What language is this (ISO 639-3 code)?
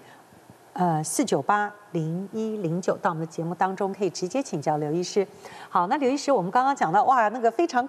zho